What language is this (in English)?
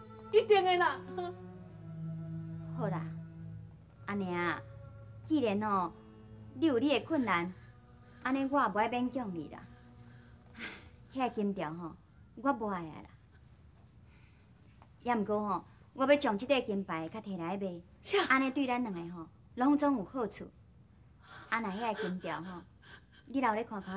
Min Nan Chinese